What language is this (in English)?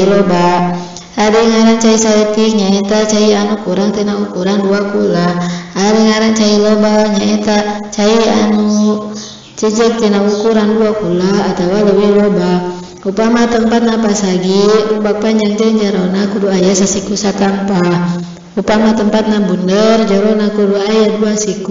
Sundanese